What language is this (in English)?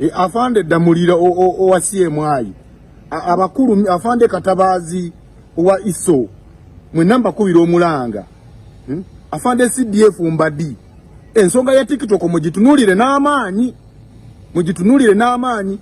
Ganda